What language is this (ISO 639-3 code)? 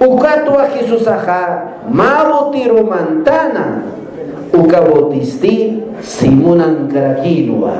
aym